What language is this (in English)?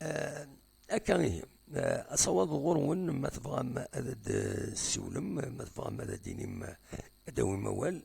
Kabyle